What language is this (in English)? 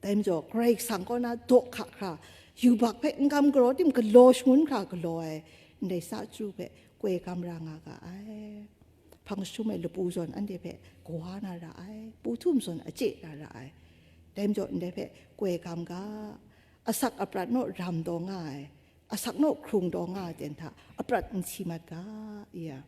Kachin